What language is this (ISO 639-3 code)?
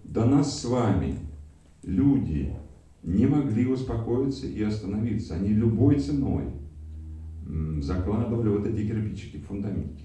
rus